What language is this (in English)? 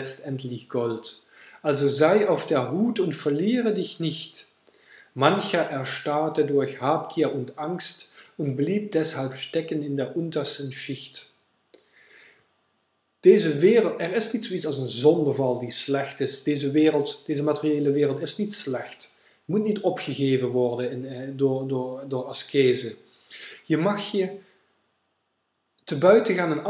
Dutch